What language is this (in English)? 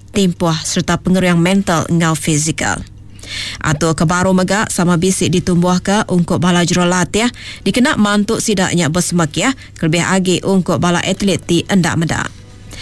Iban